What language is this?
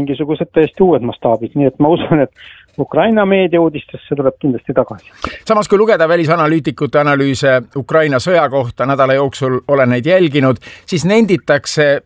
Estonian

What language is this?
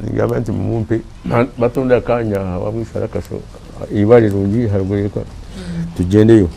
Nyankole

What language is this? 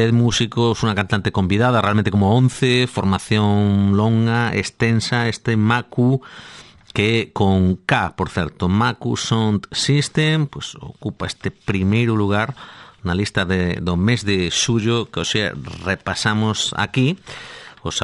Galician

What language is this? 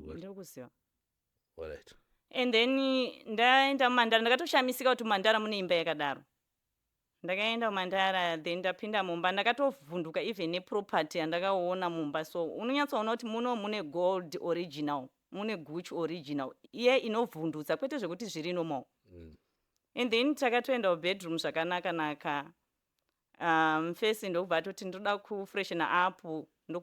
Shona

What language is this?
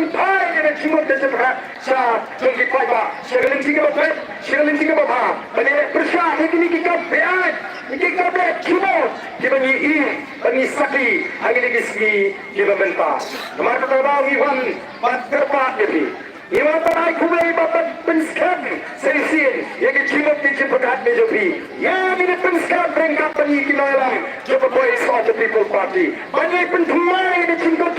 Khasi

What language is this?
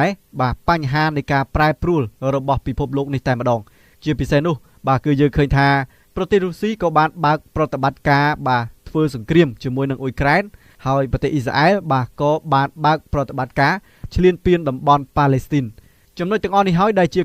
Khmer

